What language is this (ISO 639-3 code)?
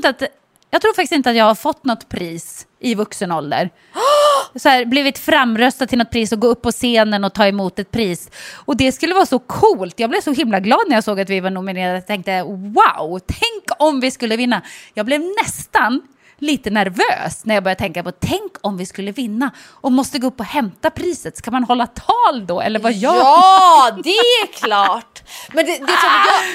swe